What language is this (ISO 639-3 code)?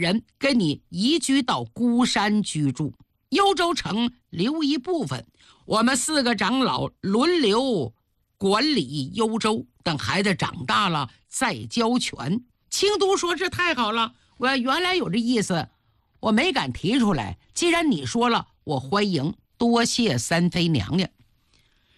zho